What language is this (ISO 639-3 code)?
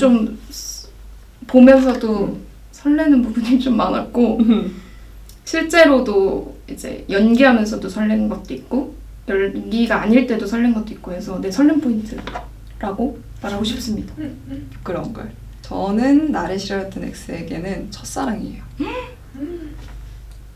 kor